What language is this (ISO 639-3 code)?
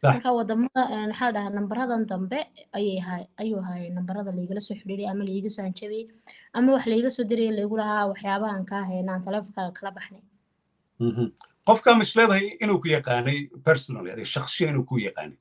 som